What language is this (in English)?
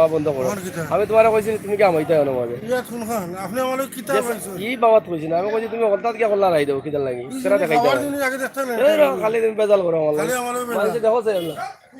Sylheti